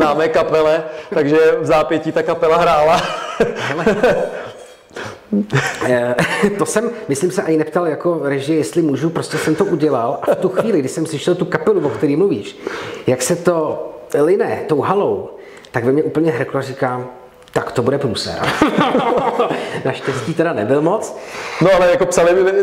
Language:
Czech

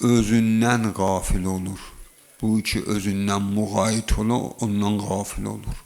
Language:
Azerbaijani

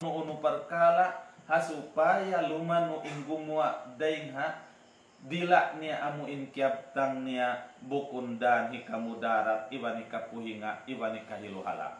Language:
Tausug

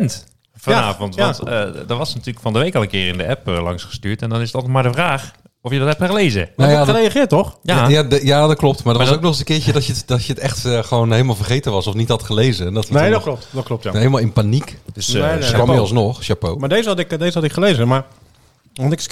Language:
Dutch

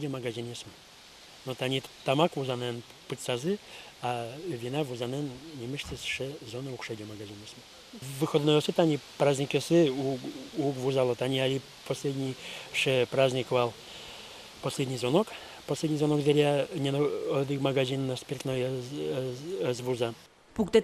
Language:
Udmurt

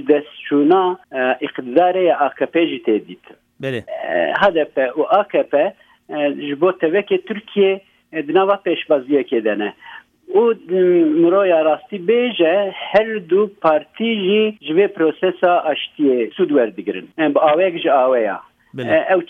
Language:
Kurdish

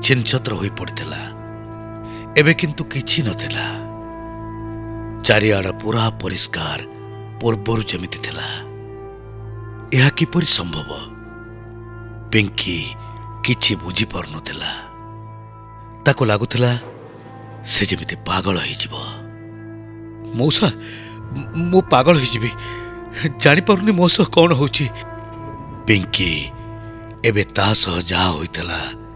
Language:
Odia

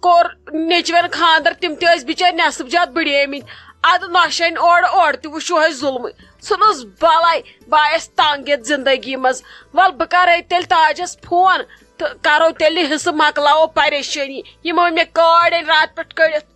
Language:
Kashmiri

